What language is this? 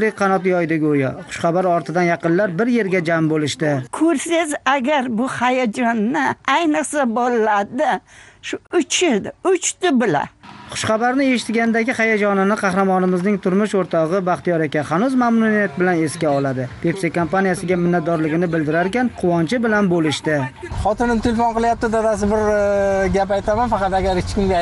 Uzbek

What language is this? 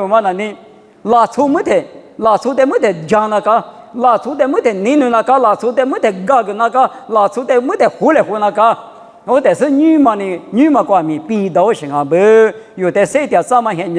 Lisu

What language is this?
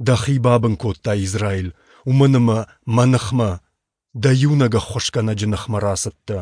Ossetic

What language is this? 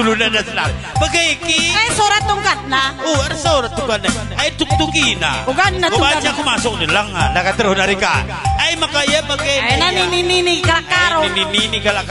Batak Karo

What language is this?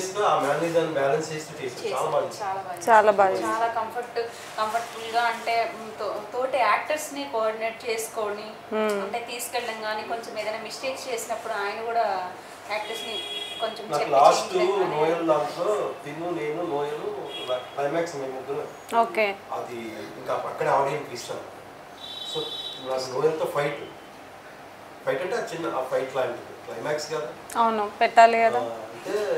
Telugu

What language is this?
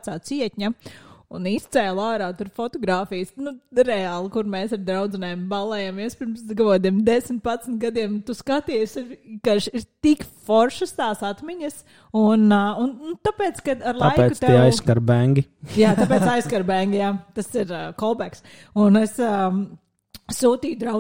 Latvian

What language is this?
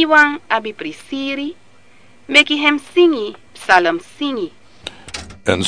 Sranan Tongo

